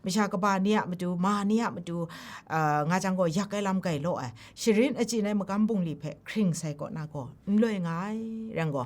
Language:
Kachin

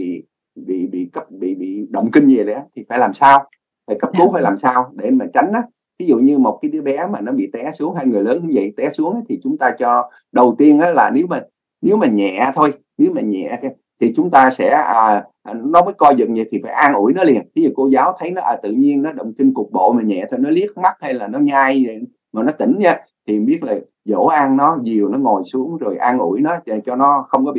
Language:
Vietnamese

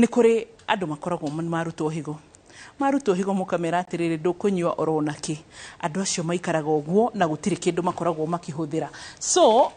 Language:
Kikuyu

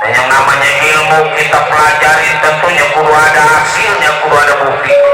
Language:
Betawi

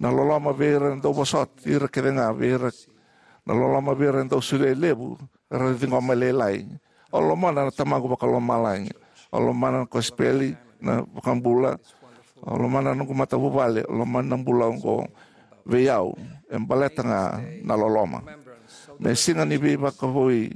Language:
Fijian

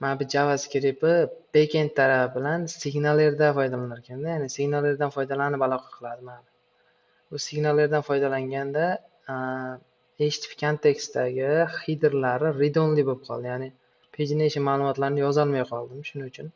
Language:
Uzbek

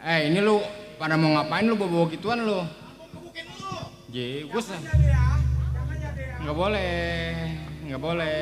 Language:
Betawi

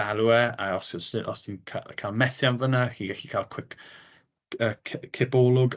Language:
Welsh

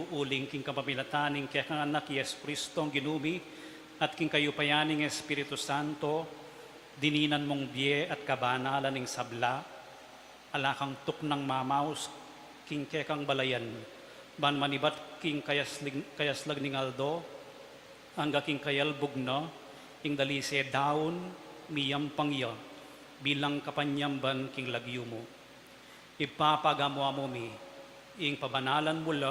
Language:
Pampanga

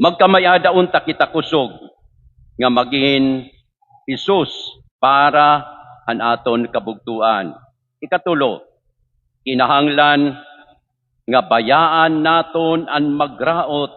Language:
Waray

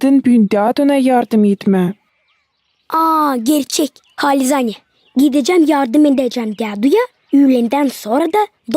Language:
Gagauz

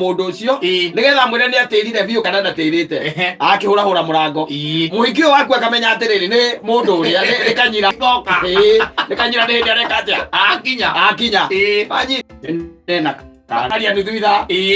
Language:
Kikuyu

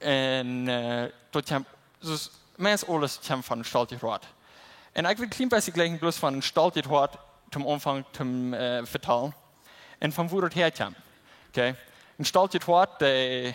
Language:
Plautdietsch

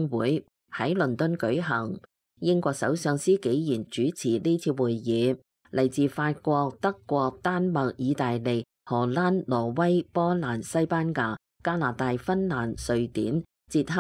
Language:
Cantonese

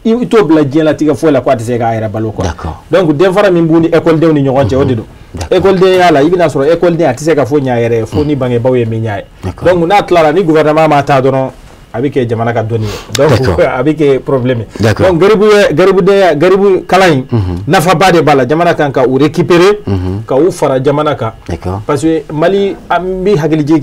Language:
Bambara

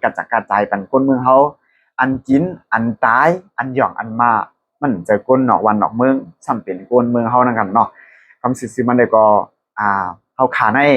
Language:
Shan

